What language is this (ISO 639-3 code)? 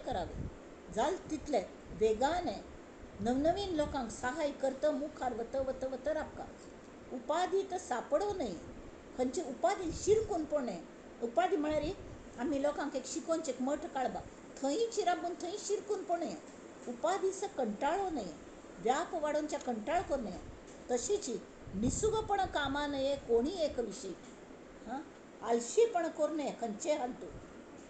kok